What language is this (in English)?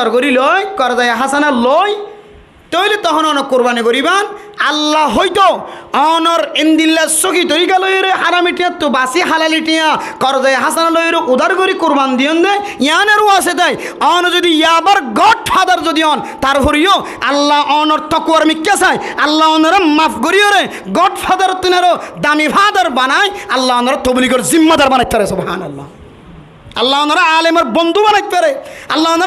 Rohingya